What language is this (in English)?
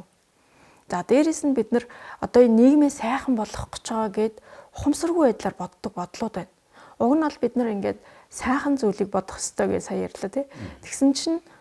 Mongolian